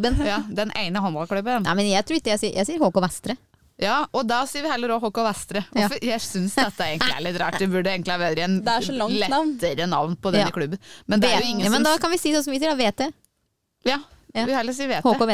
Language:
Norwegian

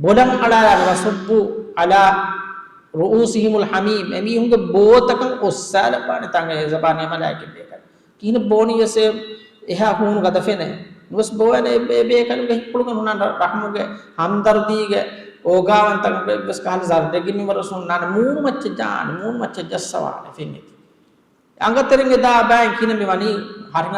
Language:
Divehi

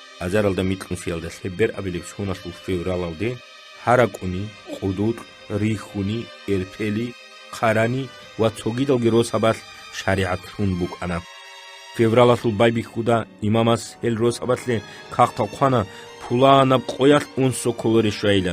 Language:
Avaric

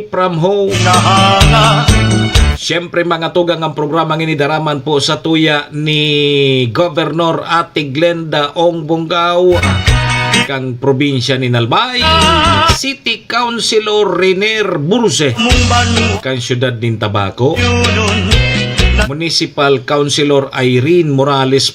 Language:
Bikol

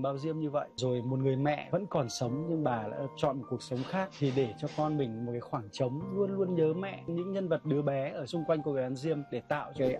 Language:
Vietnamese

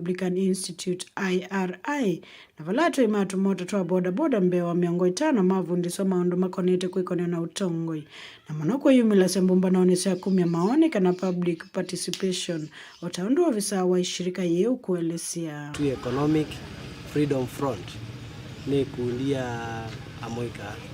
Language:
Kamba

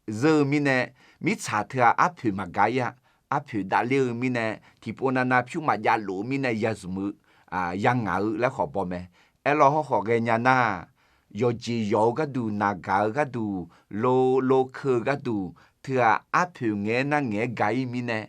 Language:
Akha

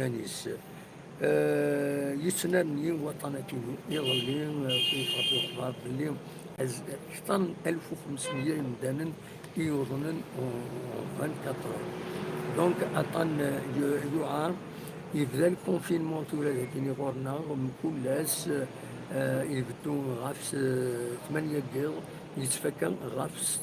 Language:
Kabyle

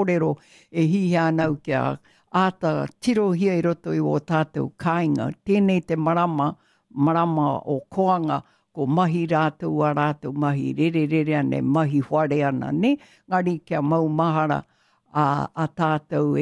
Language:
Māori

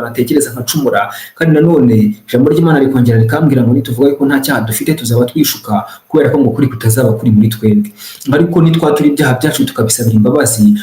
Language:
Kinyarwanda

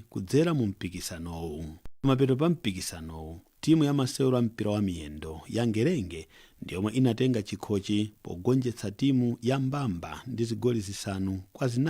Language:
Nyanja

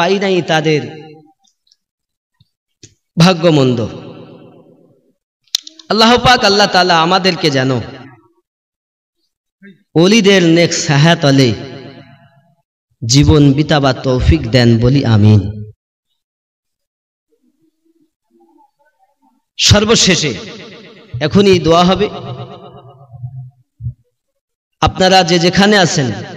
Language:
Bangla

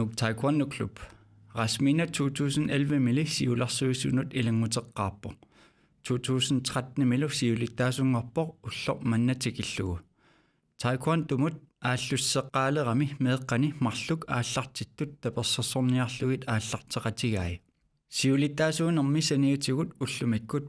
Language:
Kalaallisut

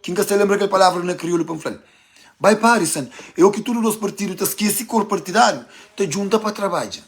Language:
Kabuverdianu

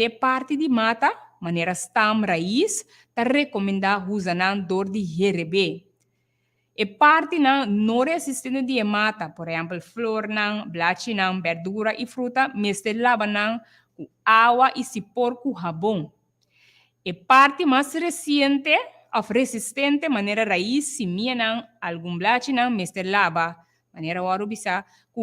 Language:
Papiamento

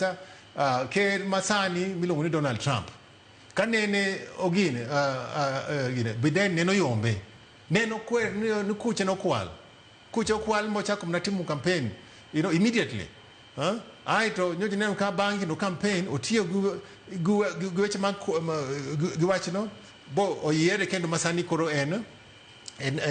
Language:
Luo (Kenya and Tanzania)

